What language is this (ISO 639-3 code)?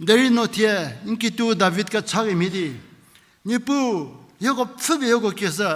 njm